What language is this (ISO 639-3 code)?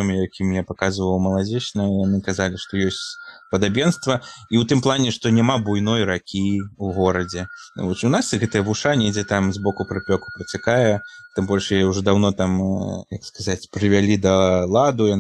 bel